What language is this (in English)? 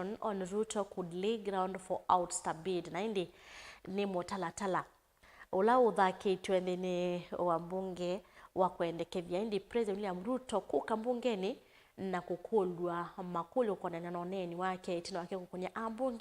Kamba